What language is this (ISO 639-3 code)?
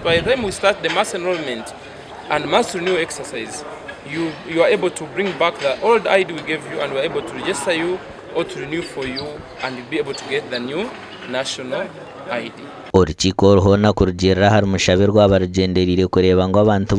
nyn